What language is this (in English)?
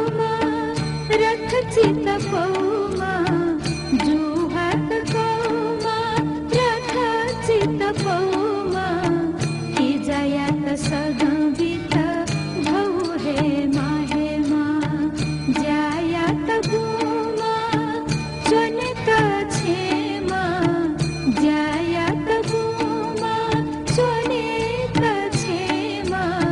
Newari